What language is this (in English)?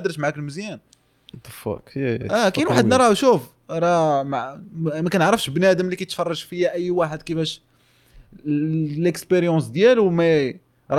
Moroccan Arabic